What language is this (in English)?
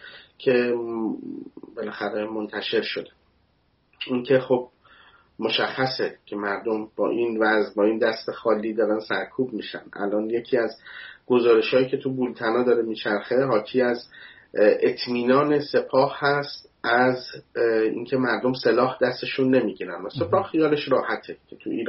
Persian